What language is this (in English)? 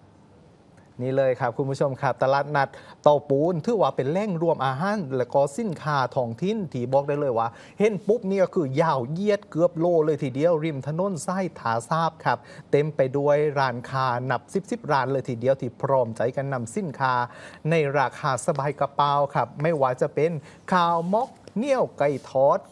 Thai